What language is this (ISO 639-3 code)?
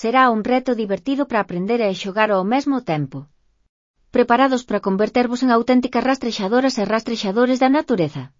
glg